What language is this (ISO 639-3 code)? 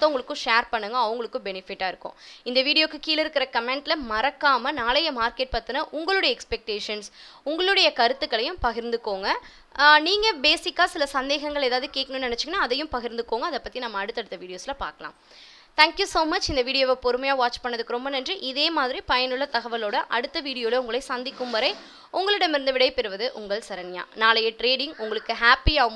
tam